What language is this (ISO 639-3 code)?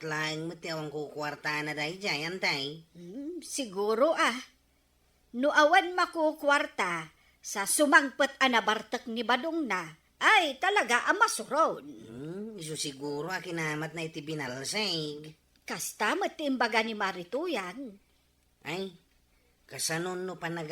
ilo